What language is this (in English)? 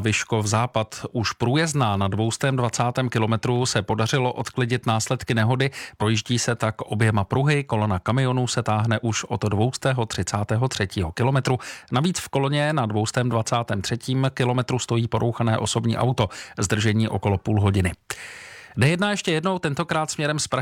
Czech